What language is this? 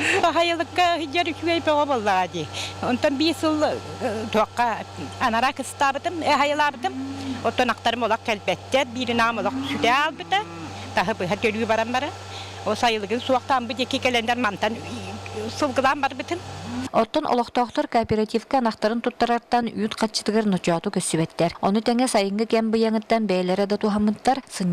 Yakut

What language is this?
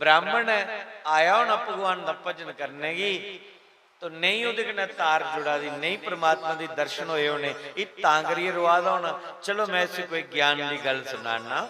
Dogri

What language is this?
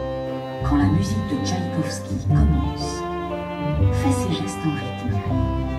French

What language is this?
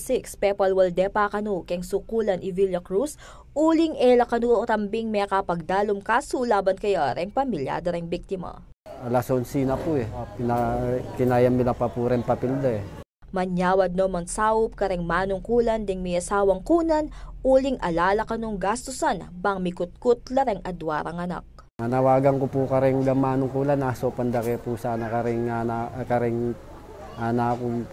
Pampanga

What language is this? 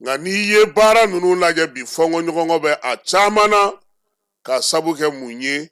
Bambara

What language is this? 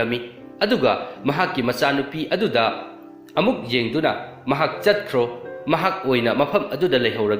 Manipuri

